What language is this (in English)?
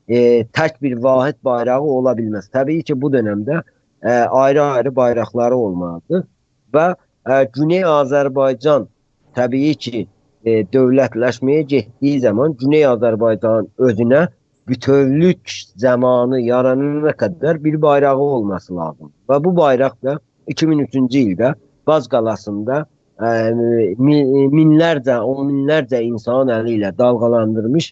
South Azerbaijani